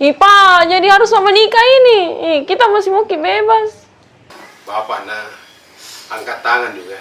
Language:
Makassar Malay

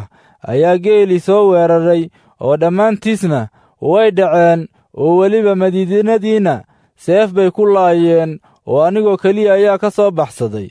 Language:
Somali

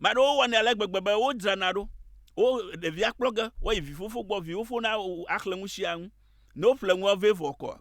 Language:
Ewe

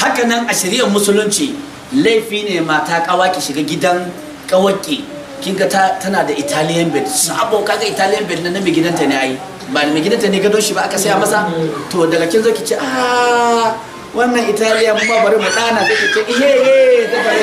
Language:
Hausa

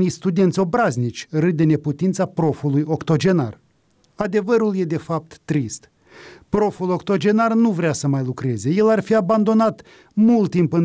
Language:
Romanian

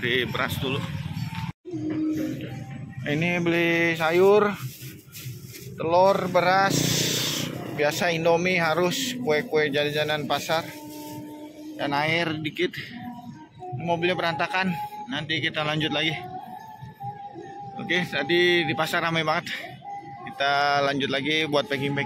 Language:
Indonesian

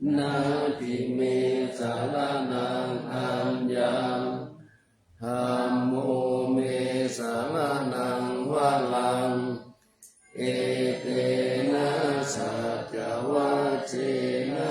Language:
Pali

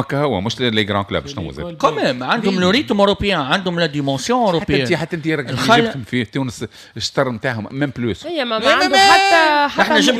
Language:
Tunisian Arabic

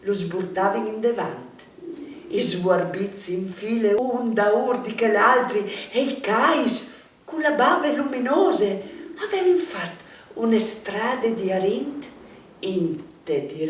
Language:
Friulian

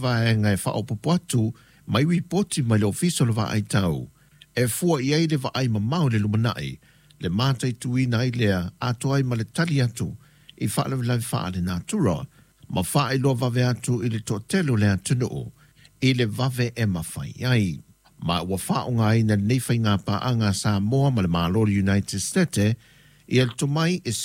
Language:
Samoan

